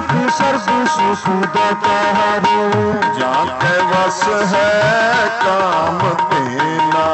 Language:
Punjabi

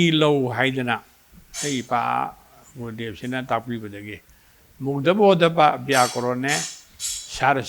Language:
Manipuri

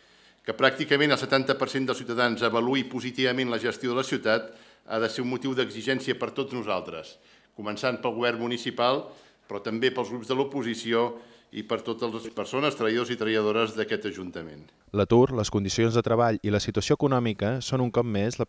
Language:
Catalan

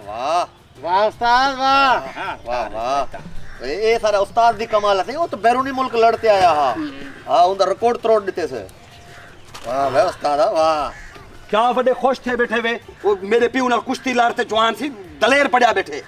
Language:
Saraiki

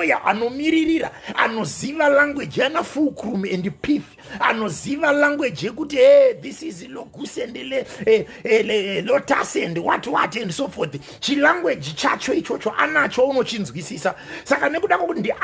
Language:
Shona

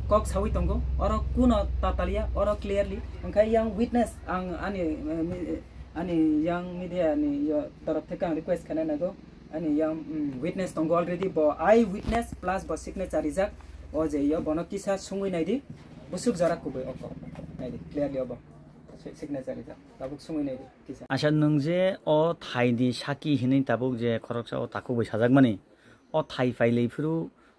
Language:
Kok Borok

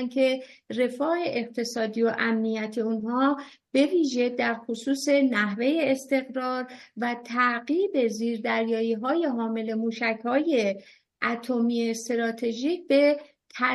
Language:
Persian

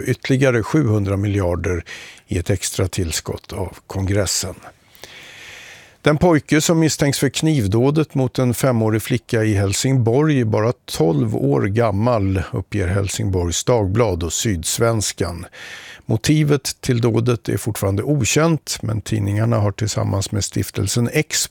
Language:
Swedish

